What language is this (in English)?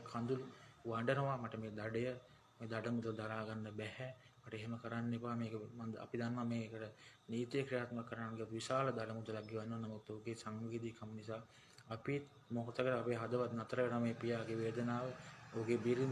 Sinhala